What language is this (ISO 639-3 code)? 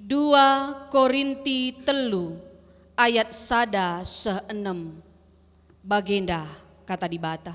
btx